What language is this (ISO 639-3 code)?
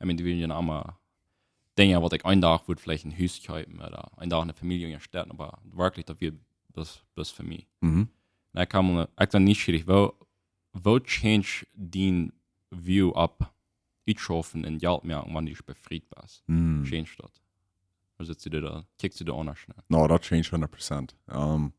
pdt